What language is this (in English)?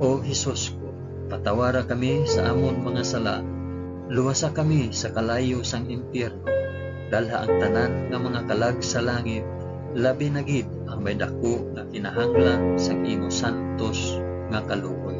Hiligaynon